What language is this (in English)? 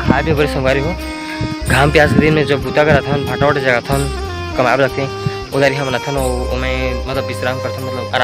Chhattisgarhi